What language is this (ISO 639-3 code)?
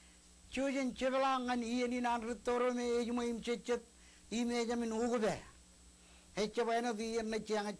mah